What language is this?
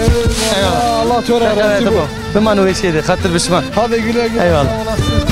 Zaza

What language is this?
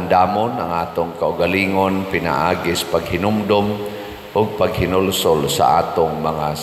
Cebuano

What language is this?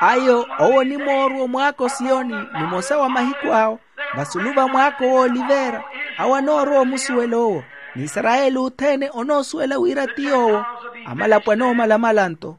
Makhuwa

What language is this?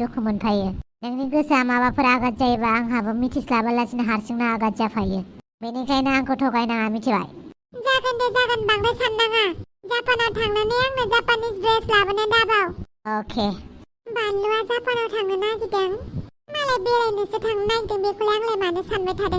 Bodo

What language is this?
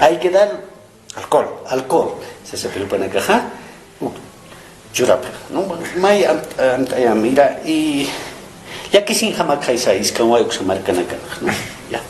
Aymara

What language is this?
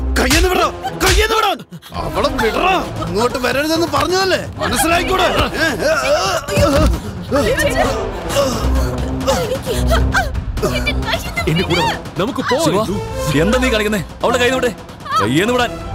Malayalam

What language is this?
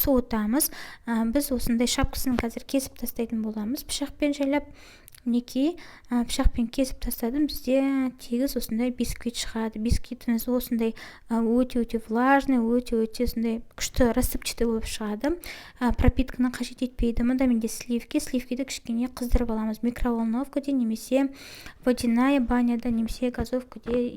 Kazakh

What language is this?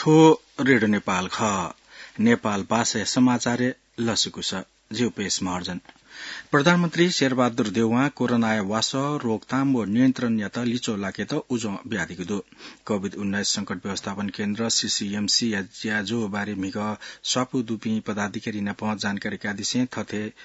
Newari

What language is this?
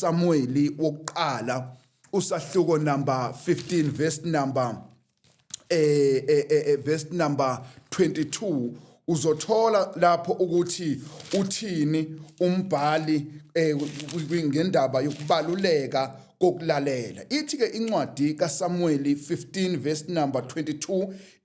Zulu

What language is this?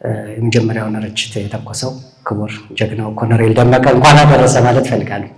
Amharic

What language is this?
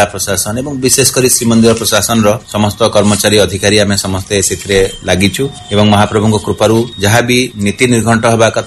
Odia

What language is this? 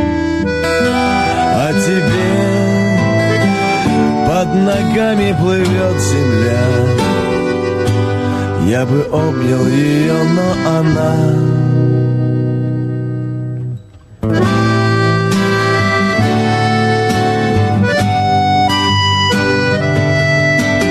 Russian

